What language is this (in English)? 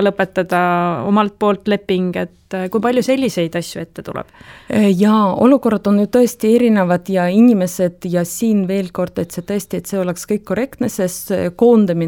Estonian